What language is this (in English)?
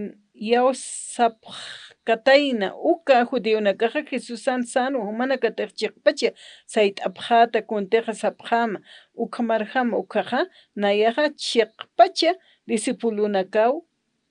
Aymara